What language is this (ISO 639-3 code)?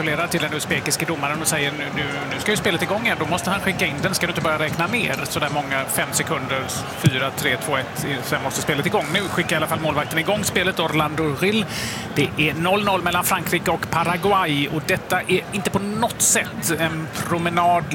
swe